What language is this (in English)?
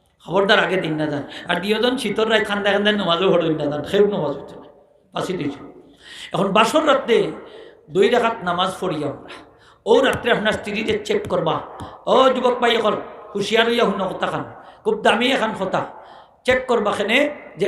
Sylheti